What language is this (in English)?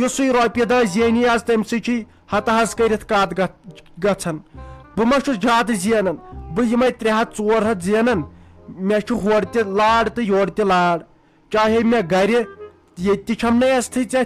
Kashmiri